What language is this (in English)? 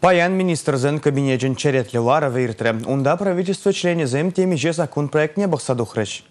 Chuvash